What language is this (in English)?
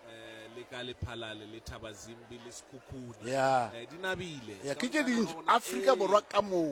Northern Sotho